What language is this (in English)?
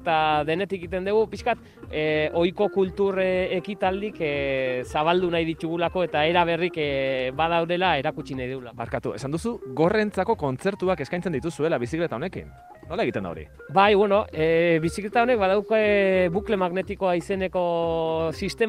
Basque